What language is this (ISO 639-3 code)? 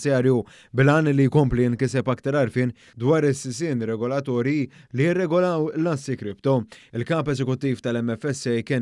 mlt